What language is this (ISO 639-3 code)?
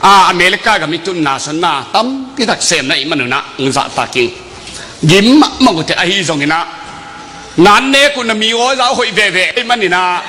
ctd